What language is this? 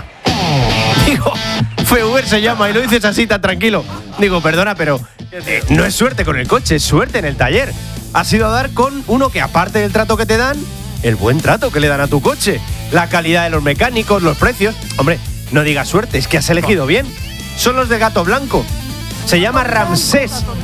Spanish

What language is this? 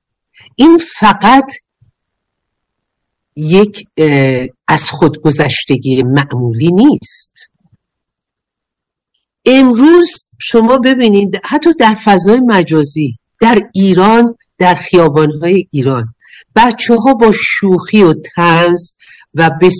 Persian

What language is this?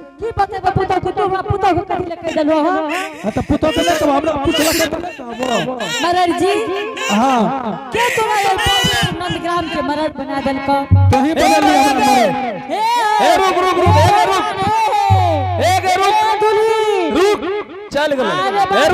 Angika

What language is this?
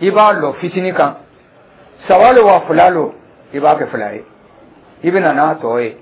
Dyula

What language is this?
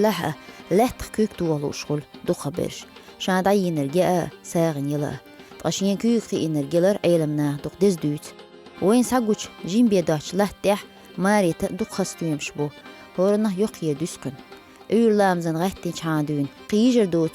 Chechen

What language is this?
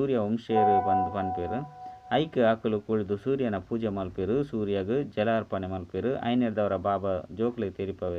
Tulu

